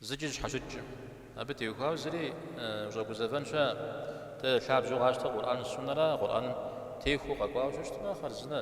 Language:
Kabardian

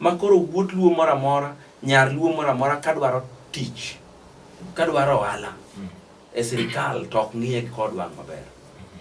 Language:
Luo (Kenya and Tanzania)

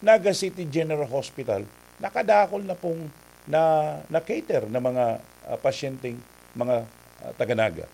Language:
Bikol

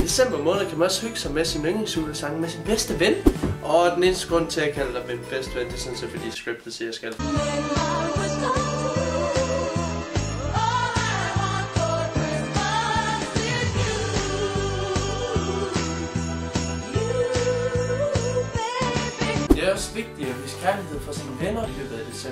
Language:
Danish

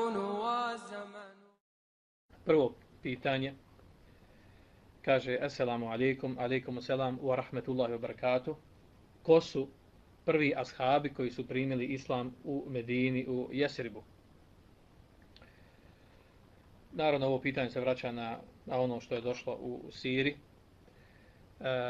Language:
Bosnian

